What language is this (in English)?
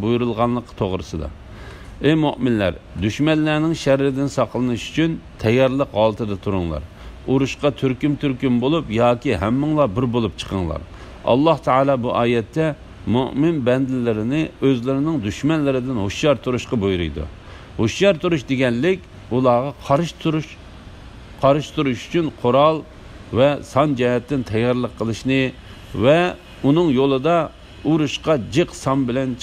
Uyghur